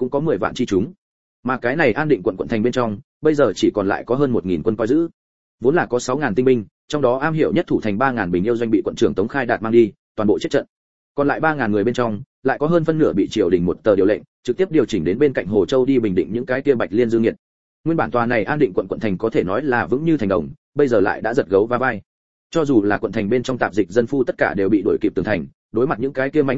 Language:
Vietnamese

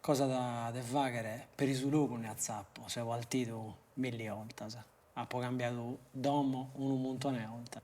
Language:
Sardinian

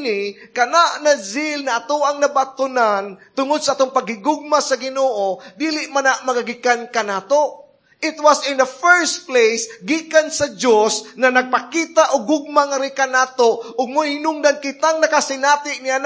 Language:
Cebuano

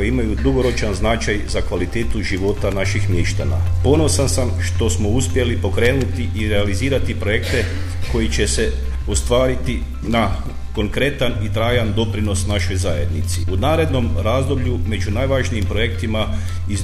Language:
Croatian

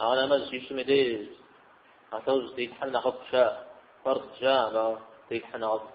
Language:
Kabardian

